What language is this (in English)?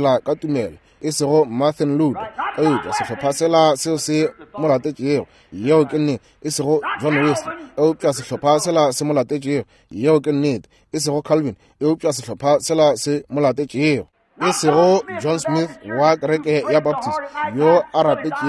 Northern Sotho